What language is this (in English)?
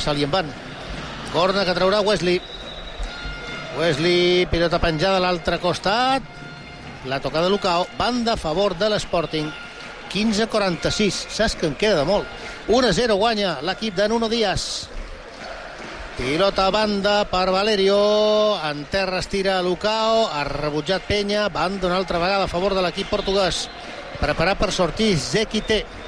Catalan